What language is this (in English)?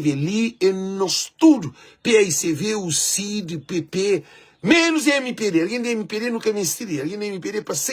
Kabuverdianu